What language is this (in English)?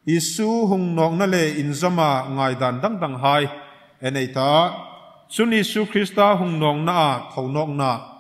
Hmar